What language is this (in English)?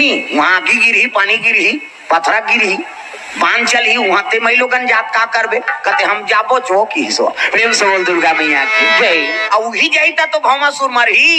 Chhattisgarhi